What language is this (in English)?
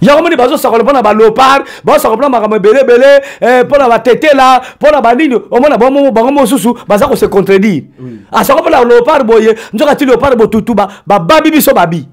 Lingala